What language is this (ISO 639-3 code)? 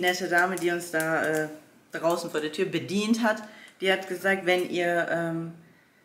deu